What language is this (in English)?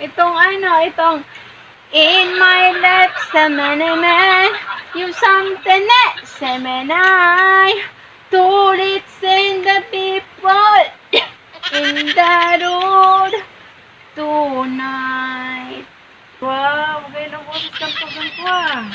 Bikol